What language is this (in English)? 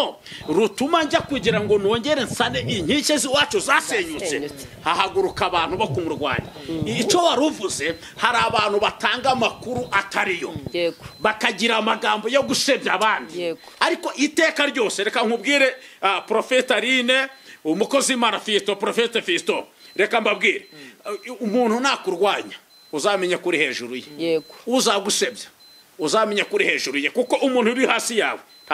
Kinyarwanda